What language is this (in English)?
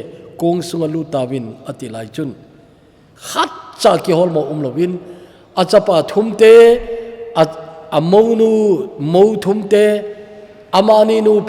Thado Chin